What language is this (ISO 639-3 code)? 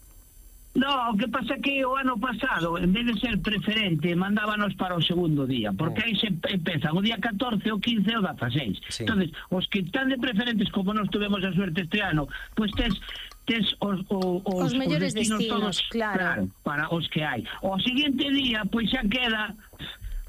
glg